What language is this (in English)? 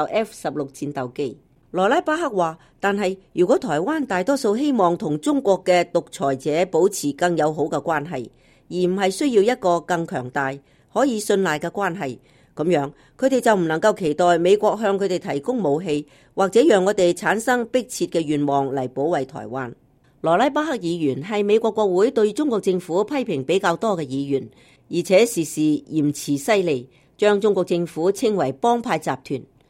Cantonese